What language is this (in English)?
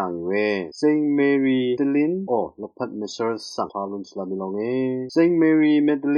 Rawang